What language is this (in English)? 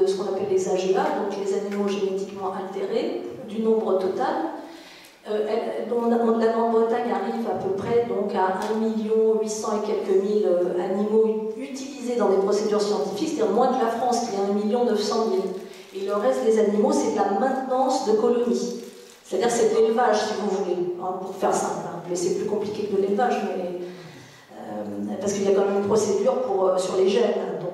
French